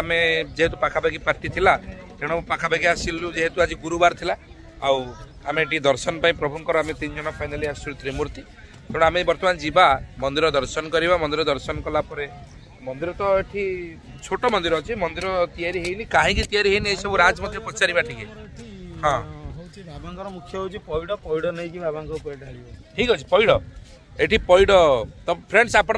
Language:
Odia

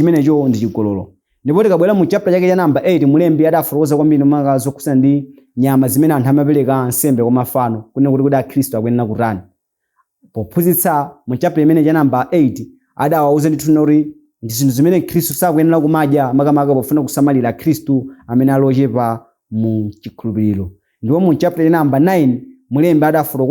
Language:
Nyanja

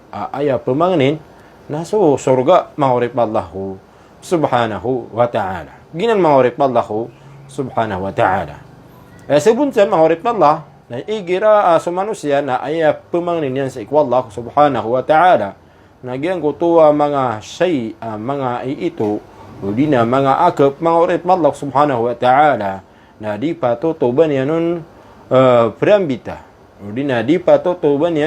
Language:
Maranao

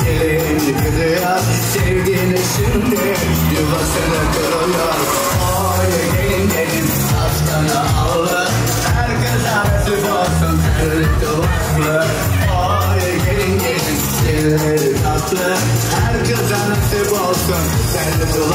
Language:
Turkish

